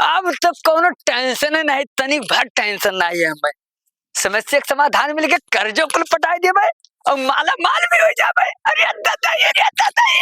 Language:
Awadhi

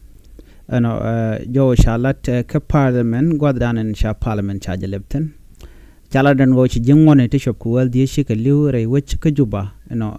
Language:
Nuer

